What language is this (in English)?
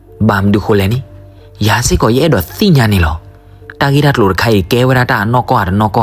S'gaw Karen